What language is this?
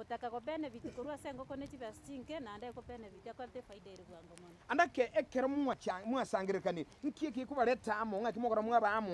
Gusii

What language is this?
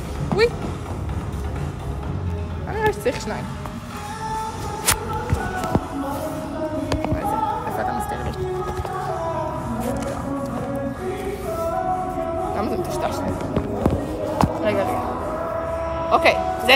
Hebrew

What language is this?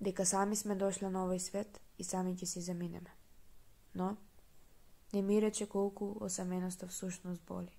Macedonian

